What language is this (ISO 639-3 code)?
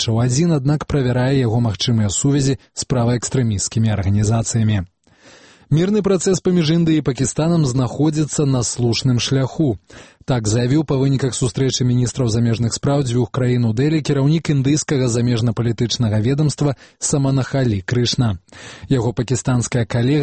bel